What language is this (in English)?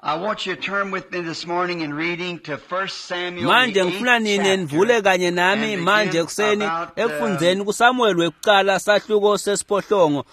Swati